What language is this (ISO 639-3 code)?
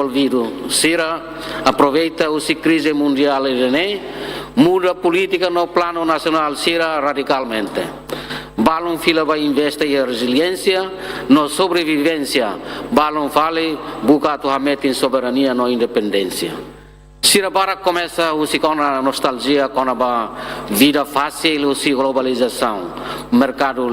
tet